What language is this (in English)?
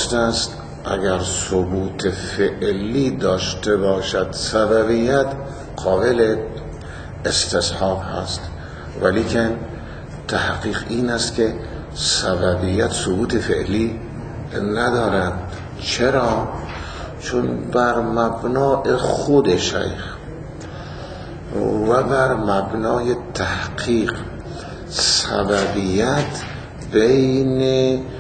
Persian